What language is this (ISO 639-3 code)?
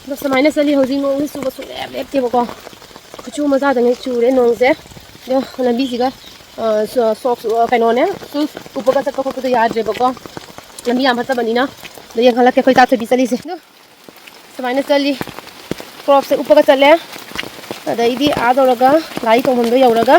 mni